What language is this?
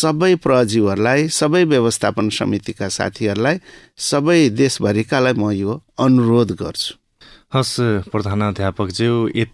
Nepali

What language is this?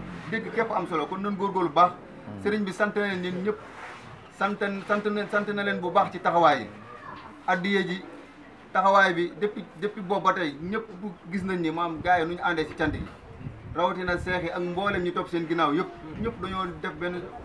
Wolof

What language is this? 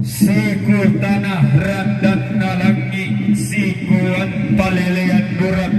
Toraja-Sa'dan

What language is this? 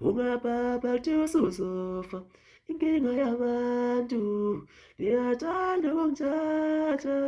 Zulu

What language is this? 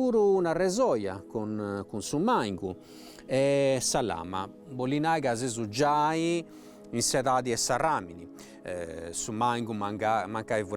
Sardinian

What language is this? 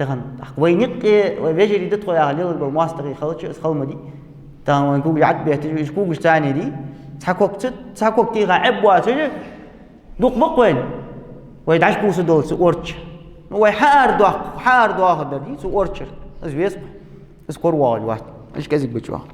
Ingush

